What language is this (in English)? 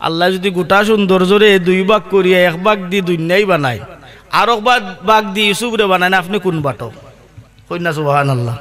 Sylheti